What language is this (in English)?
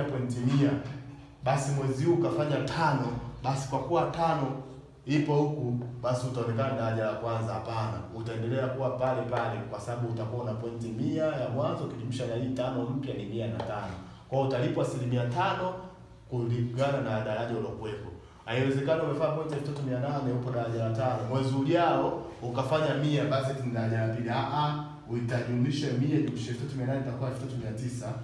Swahili